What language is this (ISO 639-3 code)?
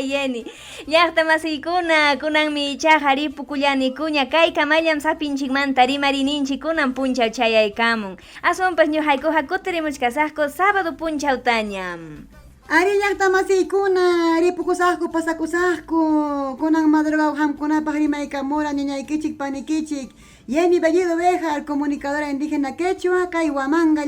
quy